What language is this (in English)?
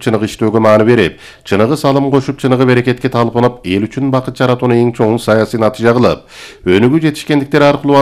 Kyrgyz